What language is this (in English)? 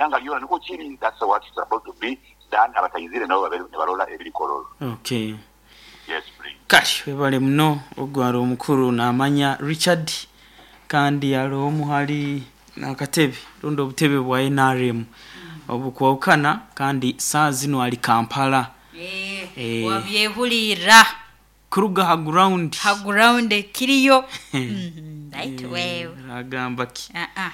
Nyoro